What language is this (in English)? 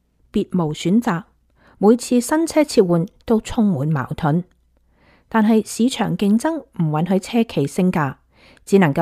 Cantonese